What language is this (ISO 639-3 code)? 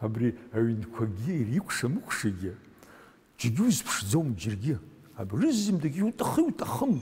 abk